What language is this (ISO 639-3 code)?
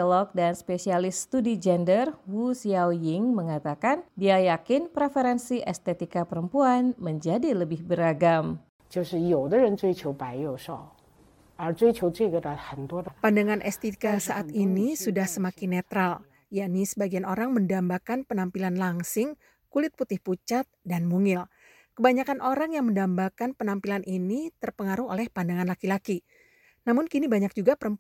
ind